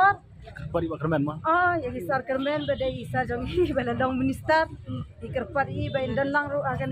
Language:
Khasi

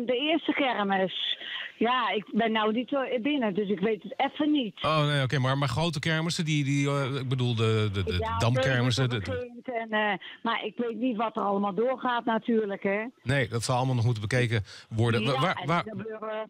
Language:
Dutch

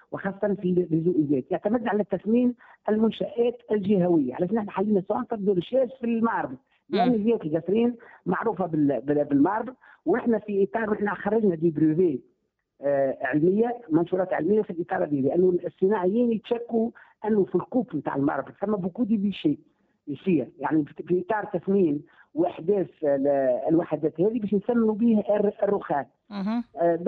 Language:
Tunisian Arabic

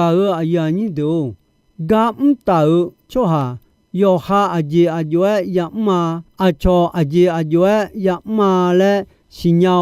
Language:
Akha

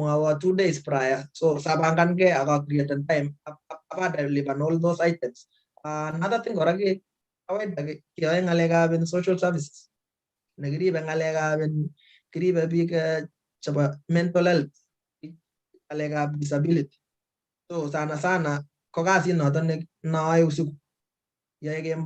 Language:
Kalenjin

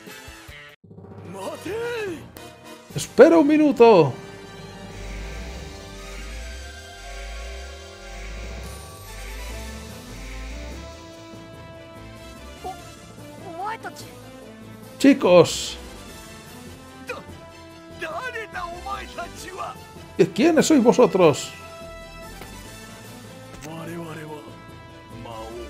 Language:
Spanish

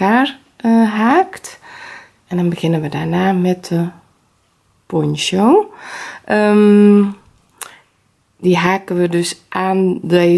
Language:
Dutch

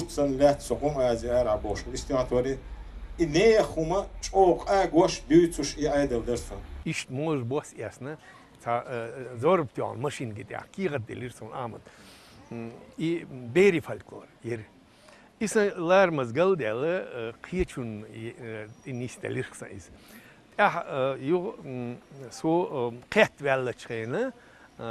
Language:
Chechen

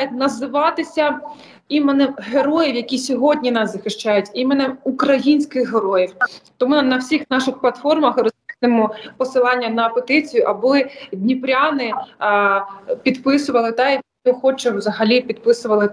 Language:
Ukrainian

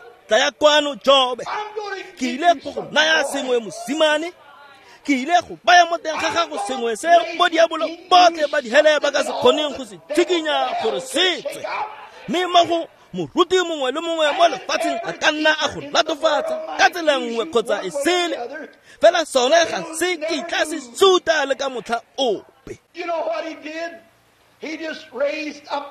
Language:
Tswana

